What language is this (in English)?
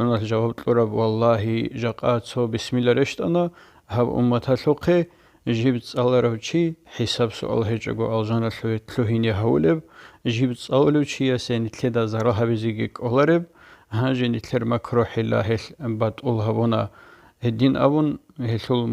Avaric